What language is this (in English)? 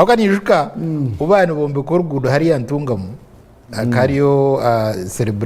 Nyankole